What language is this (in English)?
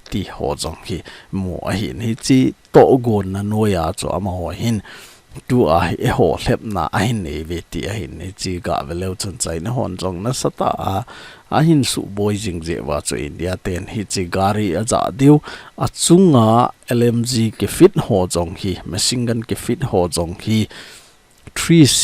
Thado Chin